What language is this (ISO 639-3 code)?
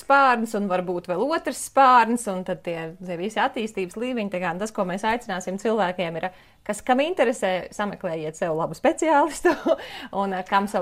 lav